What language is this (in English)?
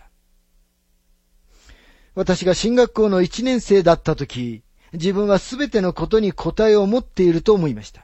Japanese